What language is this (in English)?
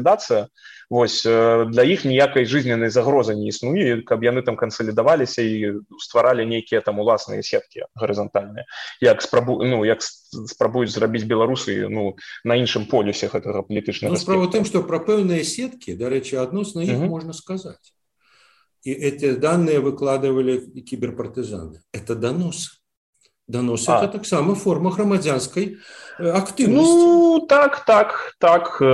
Belarusian